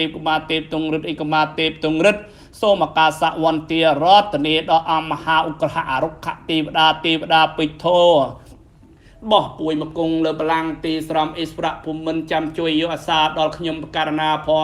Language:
Khmer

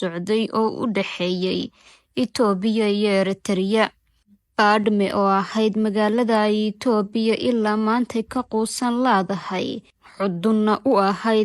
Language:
Somali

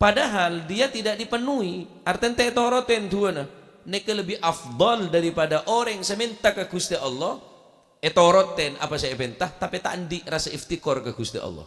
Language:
Madurese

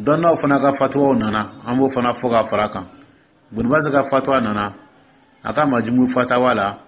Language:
Dyula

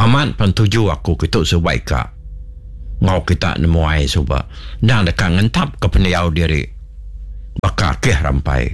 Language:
Iban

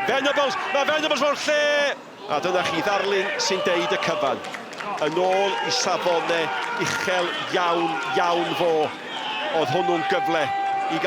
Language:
Welsh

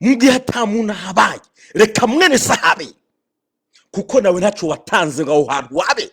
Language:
Rundi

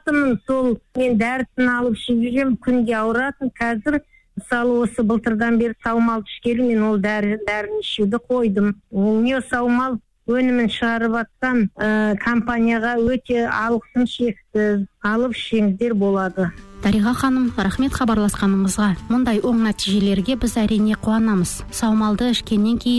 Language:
Kazakh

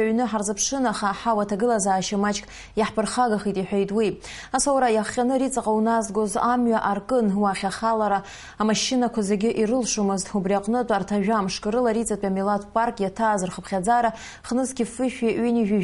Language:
Abkhazian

